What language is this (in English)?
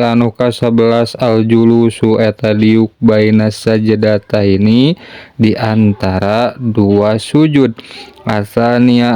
Sundanese